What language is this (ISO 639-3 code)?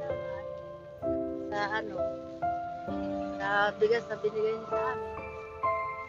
fil